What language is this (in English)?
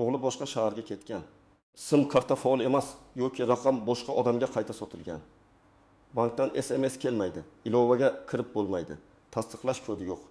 Uzbek